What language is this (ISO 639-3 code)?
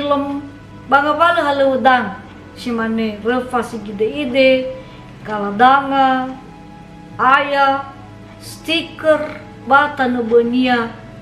nia